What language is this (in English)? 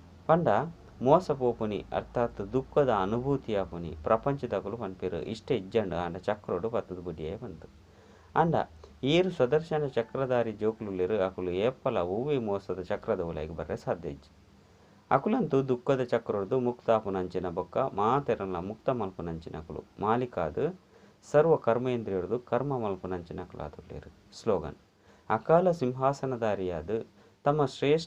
Tulu